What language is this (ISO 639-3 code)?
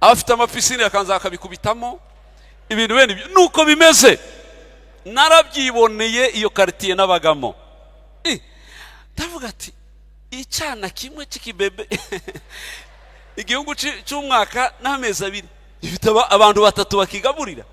kin